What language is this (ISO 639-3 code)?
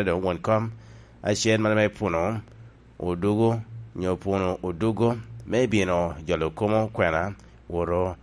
laj